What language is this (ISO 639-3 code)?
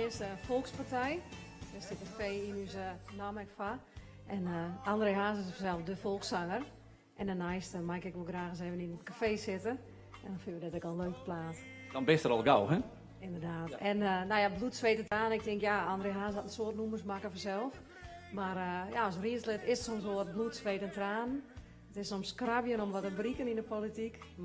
fry